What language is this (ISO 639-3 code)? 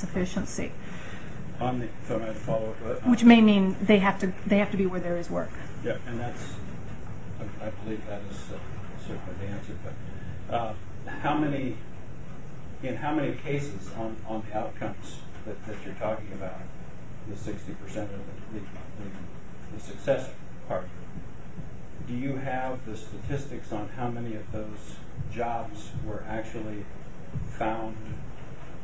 eng